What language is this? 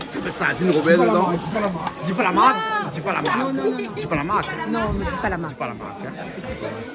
Réunion Creole French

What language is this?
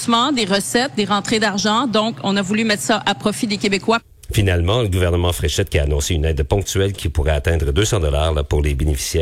French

